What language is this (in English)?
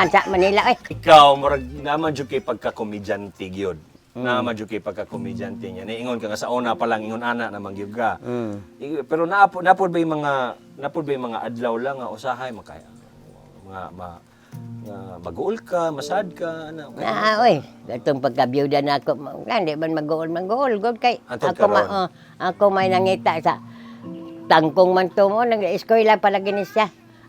Cebuano